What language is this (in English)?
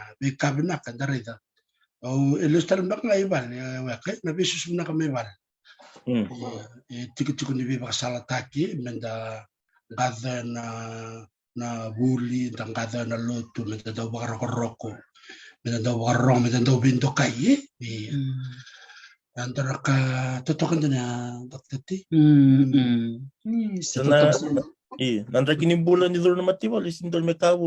Fijian